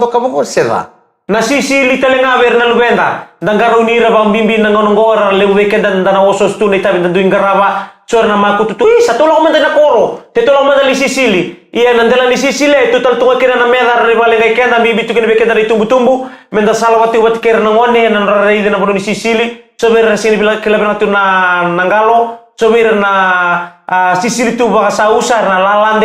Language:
Fijian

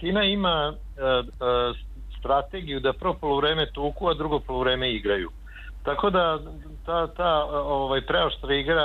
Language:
Serbian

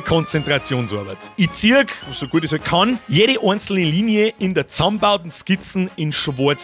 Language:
Bavarian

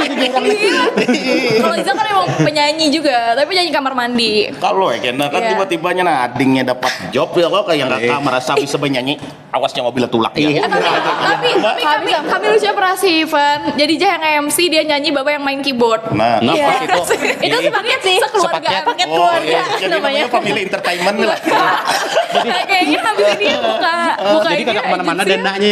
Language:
Banjar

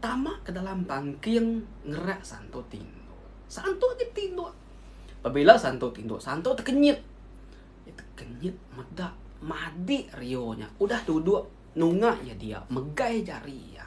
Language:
Iban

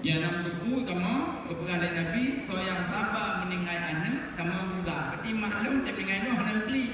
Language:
Achinese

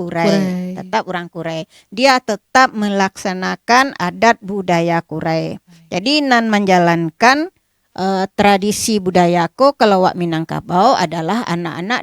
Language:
Minangkabau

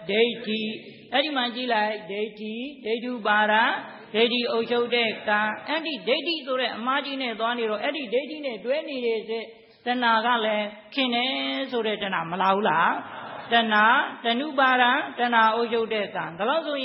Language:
Burmese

